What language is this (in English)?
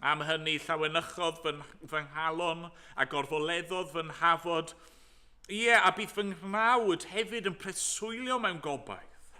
Welsh